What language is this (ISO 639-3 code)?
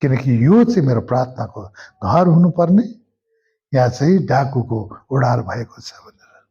nep